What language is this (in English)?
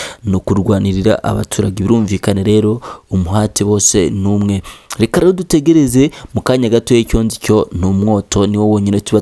Kinyarwanda